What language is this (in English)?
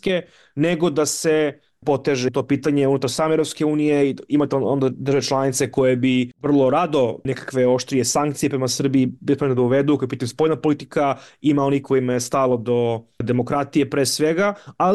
Serbian